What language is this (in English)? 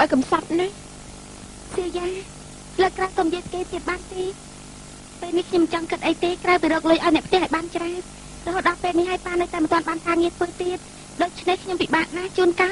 Khmer